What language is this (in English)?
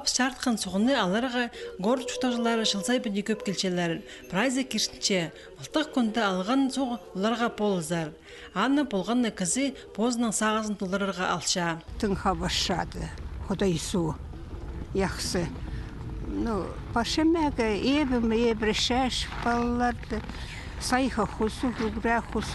Khakas